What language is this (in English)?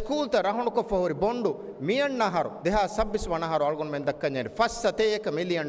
Divehi